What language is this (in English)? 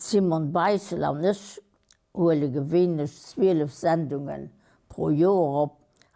Luxembourgish